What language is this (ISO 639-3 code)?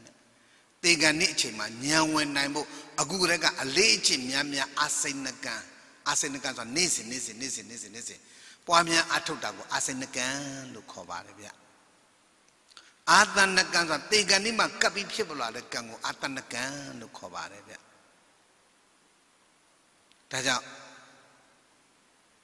mya